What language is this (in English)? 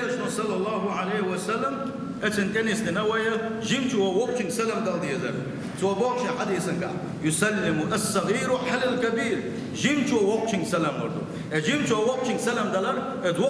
Chechen